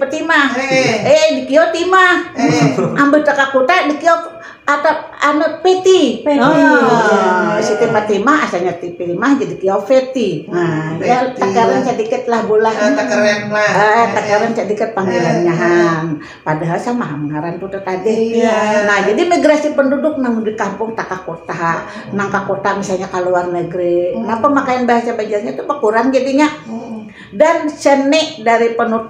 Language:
Banjar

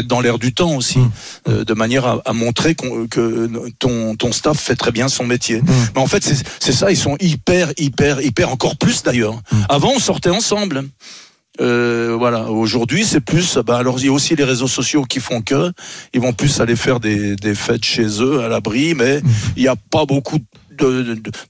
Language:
French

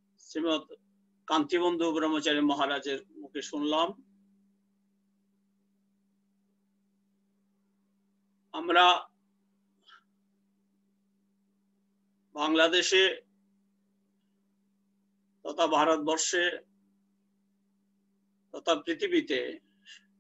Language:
Bangla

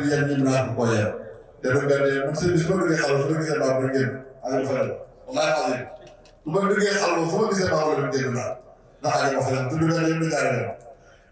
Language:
Wolof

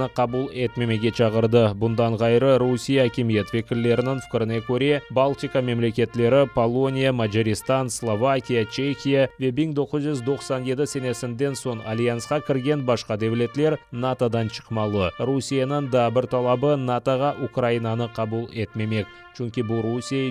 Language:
Crimean Tatar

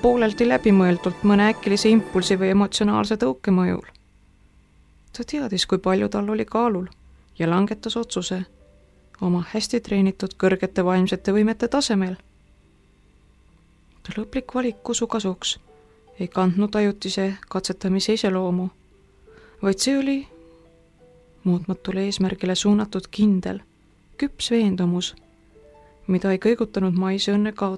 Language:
Estonian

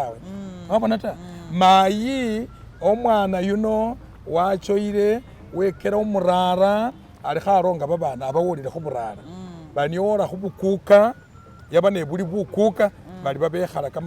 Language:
Masaaba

